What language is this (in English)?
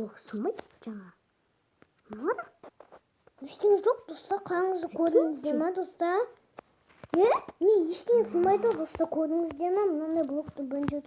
Kazakh